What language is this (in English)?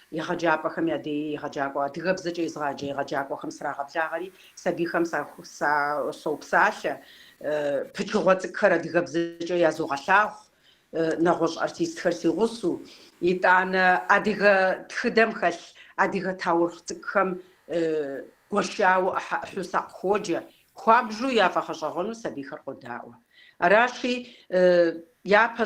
Kabardian